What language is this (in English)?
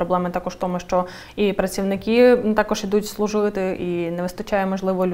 Ukrainian